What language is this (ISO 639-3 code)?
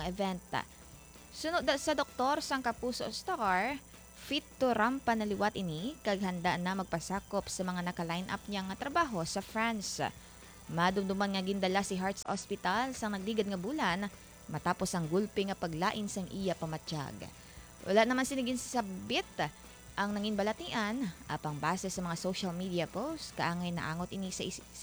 hil